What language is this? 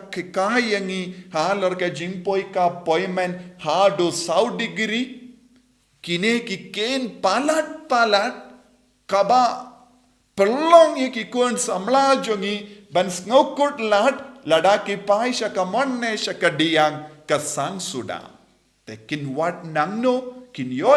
Khasi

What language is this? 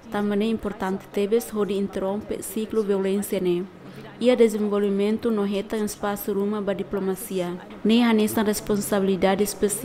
Tetum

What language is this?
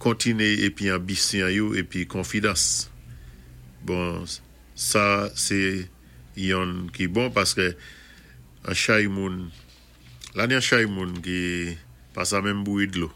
Saint Lucian Creole French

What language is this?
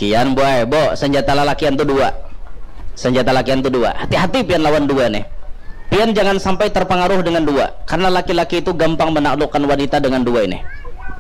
Banjar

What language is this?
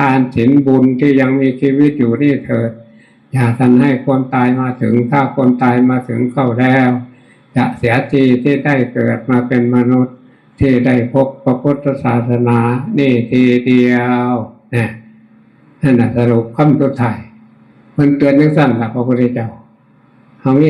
Northeastern Thai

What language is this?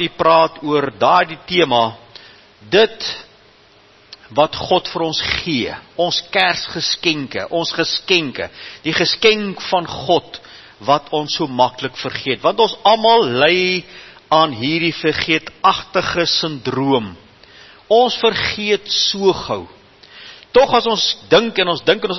Afrikaans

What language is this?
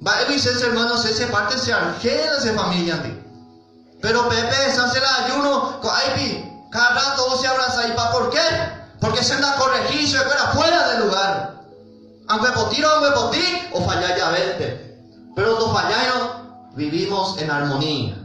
Guarani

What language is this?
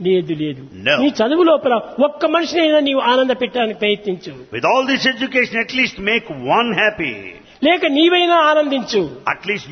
Telugu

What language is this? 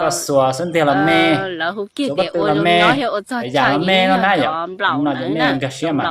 Hmong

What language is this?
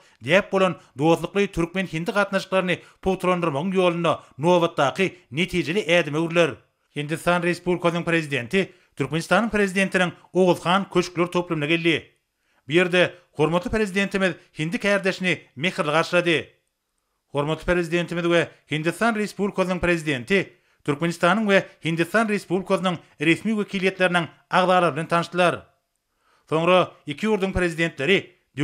Turkmen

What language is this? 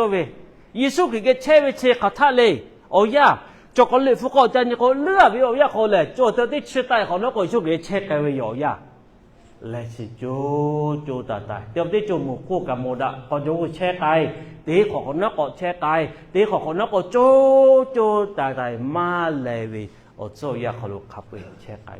Lahu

